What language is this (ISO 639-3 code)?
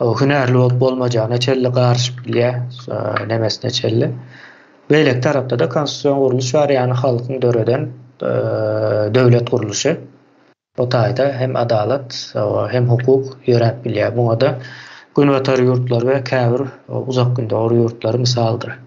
tuk